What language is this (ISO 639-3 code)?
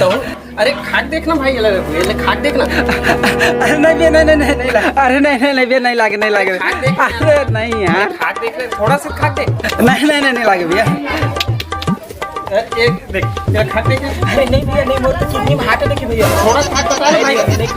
hne